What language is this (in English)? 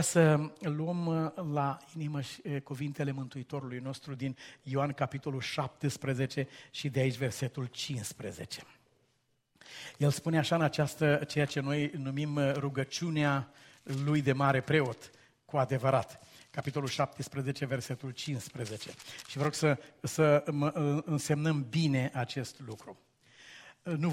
Romanian